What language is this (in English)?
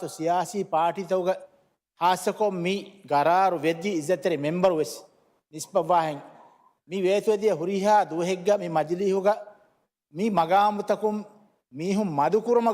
Divehi